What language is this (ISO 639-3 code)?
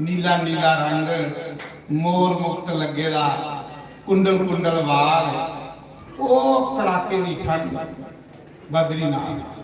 doi